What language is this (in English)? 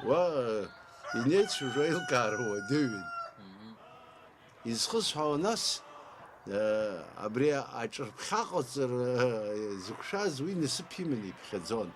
Abkhazian